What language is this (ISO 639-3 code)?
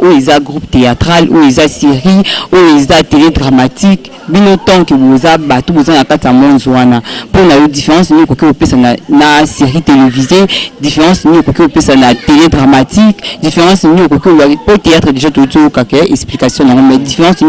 lin